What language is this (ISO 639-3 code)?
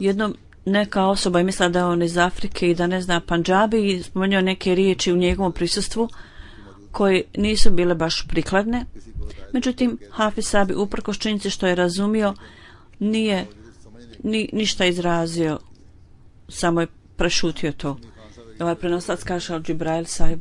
bos